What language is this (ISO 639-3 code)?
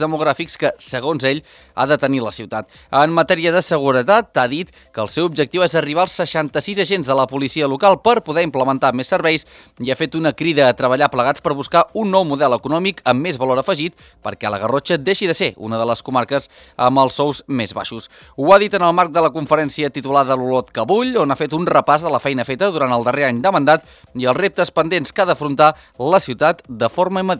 cat